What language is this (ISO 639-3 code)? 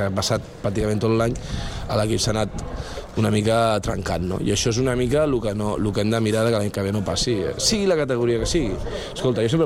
cat